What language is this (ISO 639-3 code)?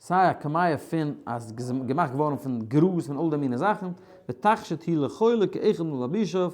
yid